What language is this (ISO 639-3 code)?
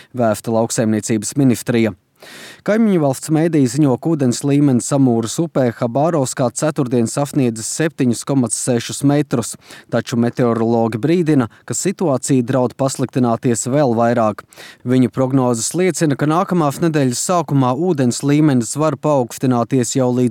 lav